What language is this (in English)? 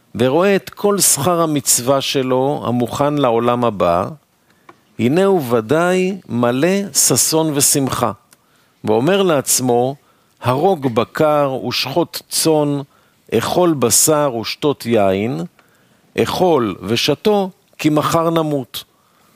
Hebrew